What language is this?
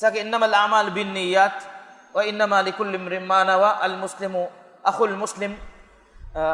Divehi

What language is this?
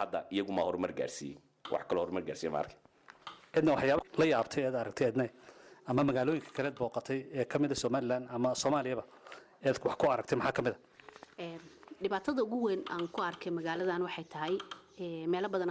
Somali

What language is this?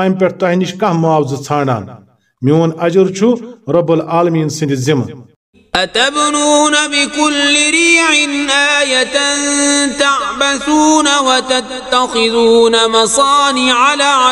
Kashmiri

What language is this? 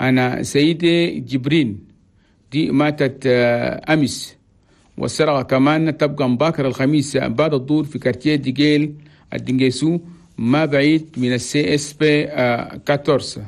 Chadian Arabic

